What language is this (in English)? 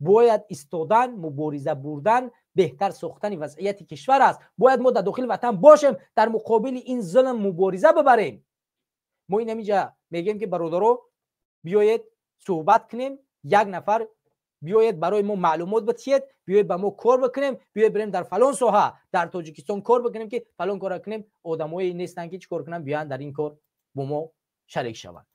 Tajik